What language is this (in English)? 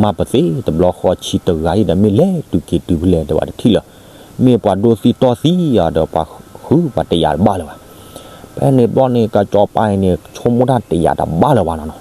S'gaw Karen